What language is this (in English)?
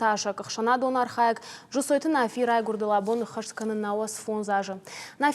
Ossetic